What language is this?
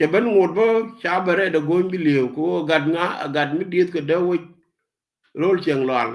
Nuer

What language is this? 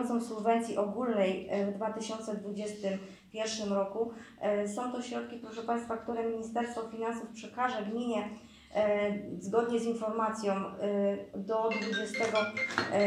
Polish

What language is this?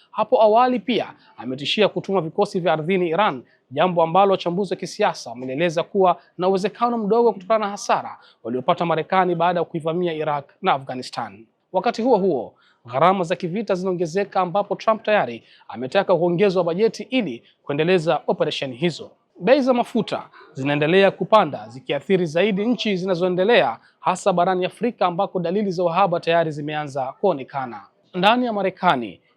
Swahili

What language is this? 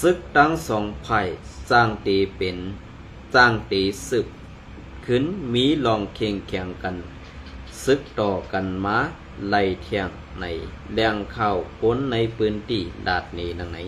Shan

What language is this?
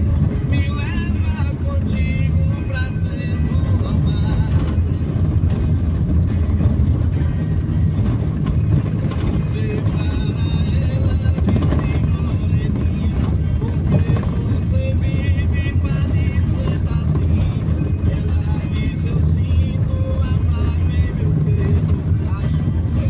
Portuguese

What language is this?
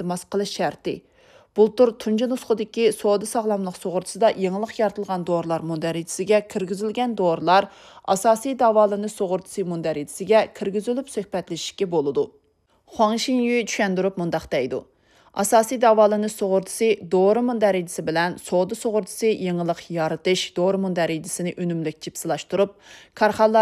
Uyghur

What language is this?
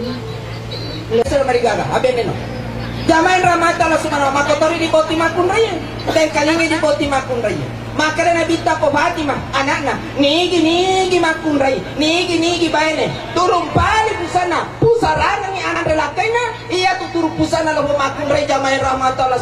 Buginese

